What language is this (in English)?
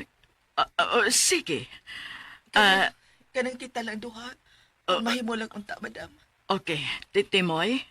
Cebuano